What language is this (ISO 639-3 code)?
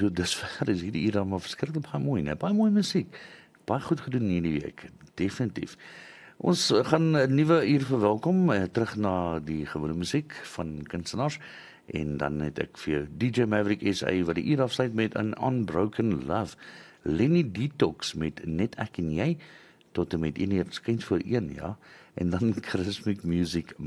afr